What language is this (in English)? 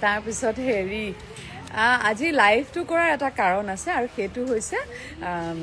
Assamese